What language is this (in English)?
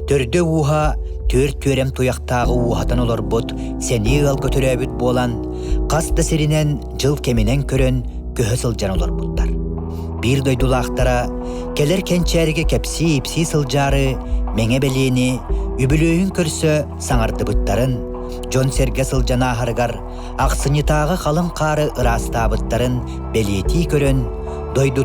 Yakut